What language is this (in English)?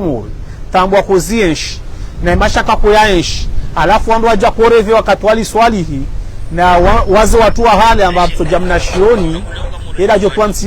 Ngazidja Comorian